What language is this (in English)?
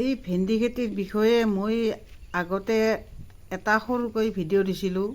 Assamese